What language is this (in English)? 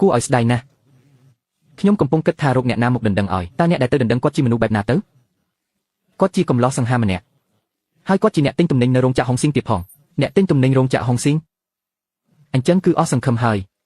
Khmer